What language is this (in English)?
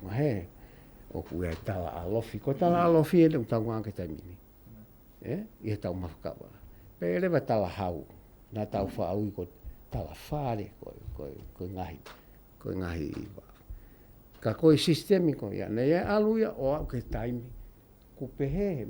Tongan